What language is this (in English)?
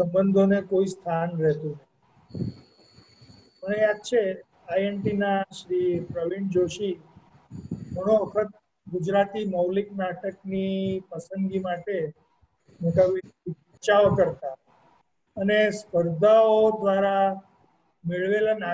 Gujarati